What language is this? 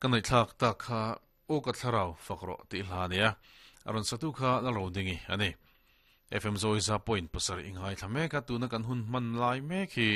Mizo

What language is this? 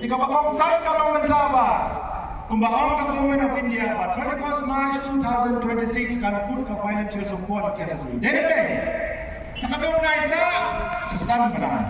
Khasi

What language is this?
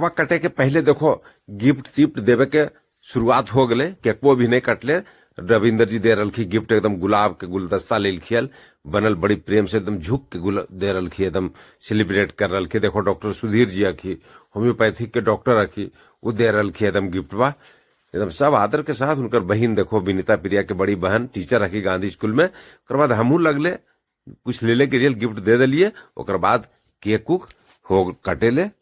Magahi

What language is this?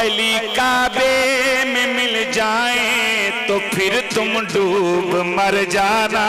Pahari-Potwari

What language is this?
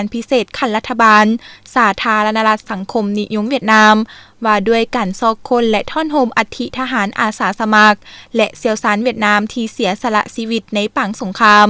Lao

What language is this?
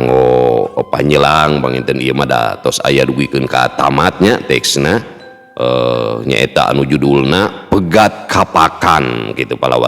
Sundanese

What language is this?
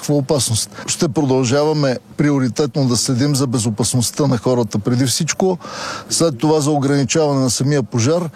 Bulgarian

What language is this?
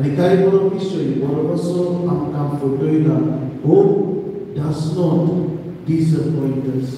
Konkani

